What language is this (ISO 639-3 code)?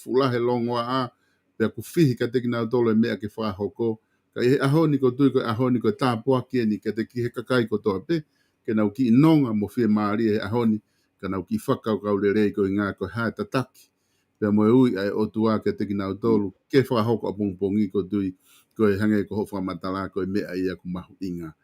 ton